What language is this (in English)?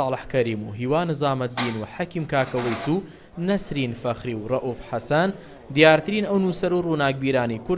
Central Kurdish